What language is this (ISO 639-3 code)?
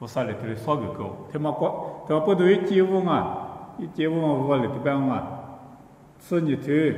lis